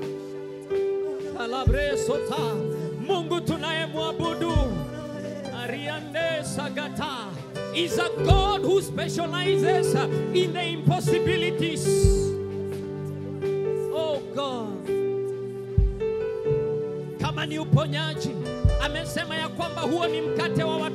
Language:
Swahili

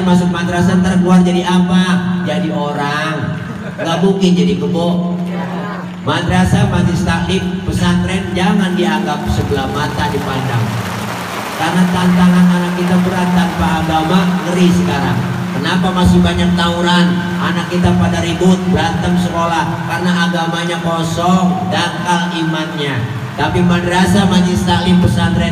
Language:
Betawi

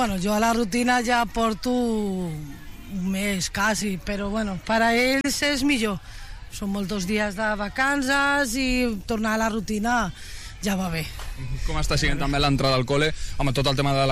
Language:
Catalan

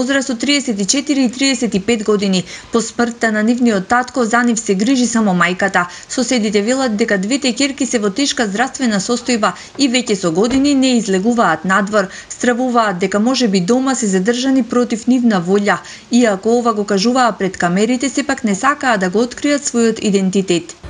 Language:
Macedonian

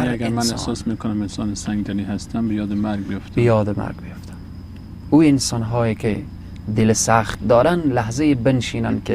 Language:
Persian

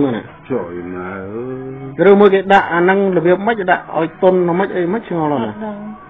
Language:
Khmer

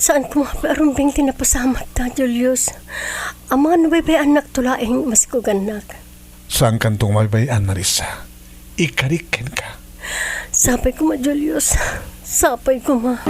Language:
Iloko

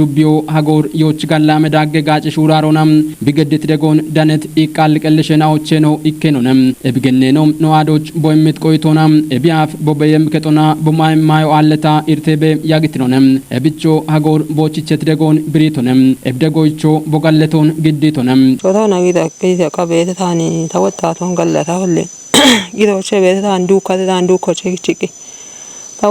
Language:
Kafa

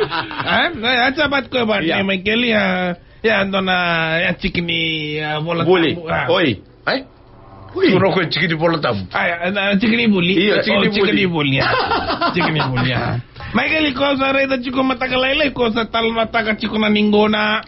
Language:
Fijian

